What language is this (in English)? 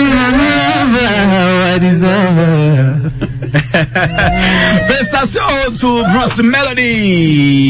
Kinyarwanda